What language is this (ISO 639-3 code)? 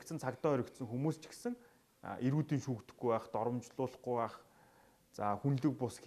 mon